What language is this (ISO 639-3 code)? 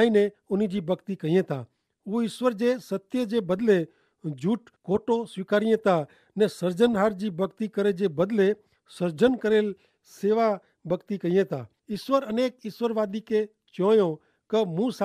kfr